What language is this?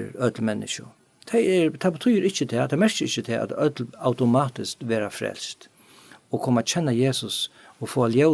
Faroese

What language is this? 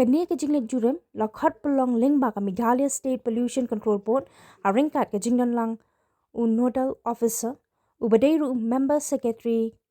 Khasi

